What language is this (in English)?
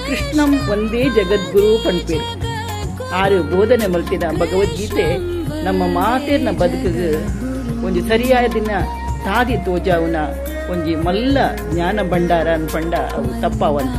Tulu